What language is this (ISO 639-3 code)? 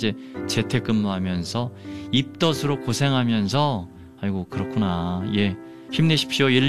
kor